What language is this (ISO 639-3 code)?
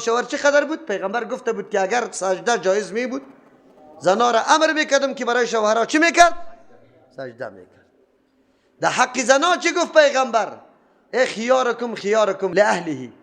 fas